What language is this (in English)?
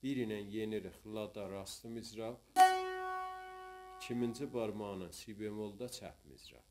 South Azerbaijani